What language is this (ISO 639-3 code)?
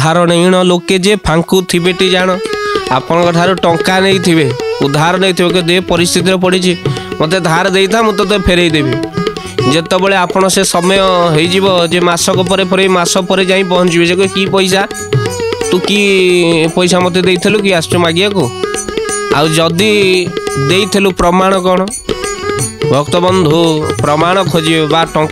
ori